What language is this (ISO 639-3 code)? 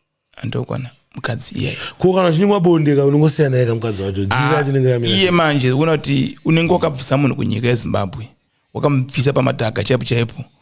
sna